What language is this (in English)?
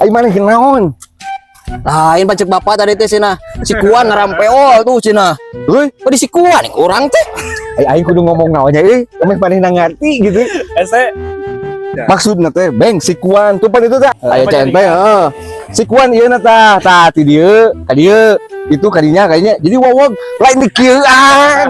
Sundanese